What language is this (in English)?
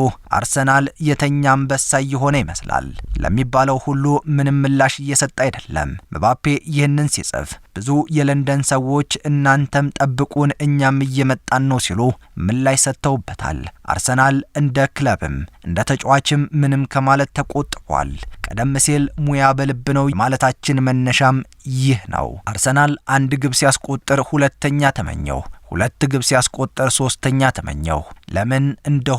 Amharic